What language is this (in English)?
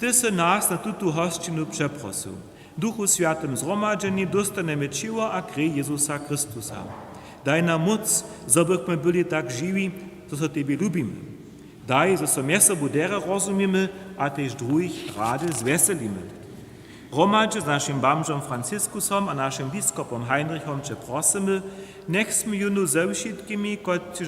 Upper Sorbian